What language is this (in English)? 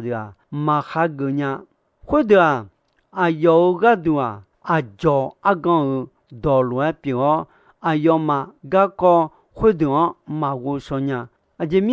Akha